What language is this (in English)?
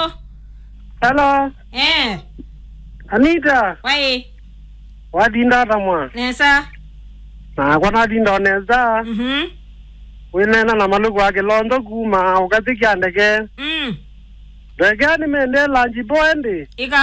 Kamba